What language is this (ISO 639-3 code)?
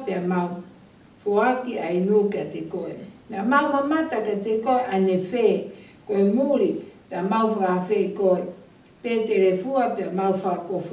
ton